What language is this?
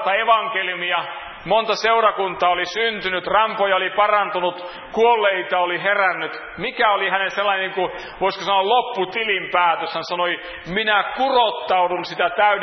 Finnish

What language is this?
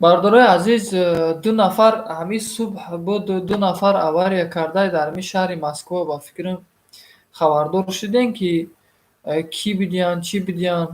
Tajik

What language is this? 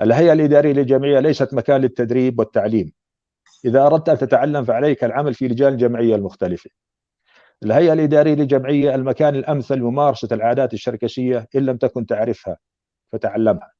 North Levantine Arabic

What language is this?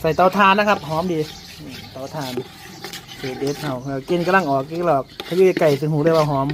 Northeastern Thai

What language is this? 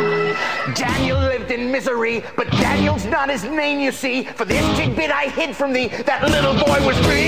English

